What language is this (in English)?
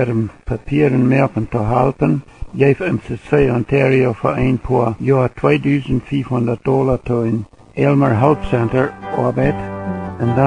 Plautdietsch